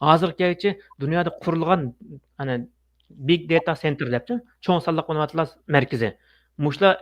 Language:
Uyghur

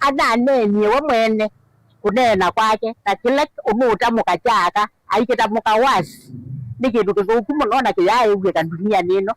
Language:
Kamba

